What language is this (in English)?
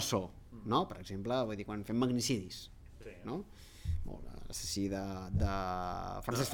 Catalan